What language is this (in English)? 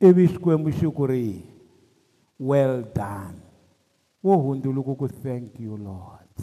Tsonga